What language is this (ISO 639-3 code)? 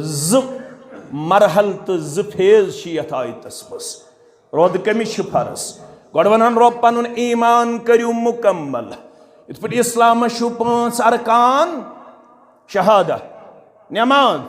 kas